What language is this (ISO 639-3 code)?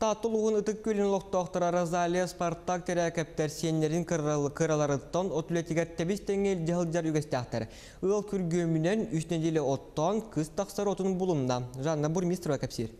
sah